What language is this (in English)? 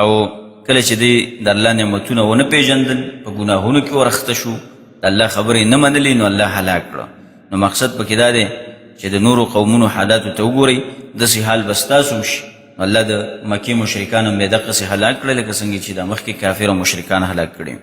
Pashto